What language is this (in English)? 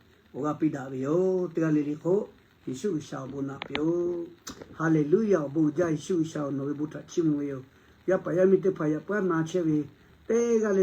Lahu